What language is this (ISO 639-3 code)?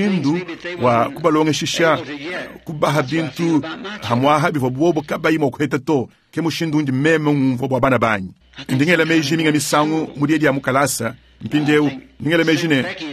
lua